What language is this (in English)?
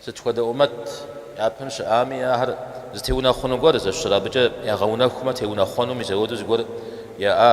Kabardian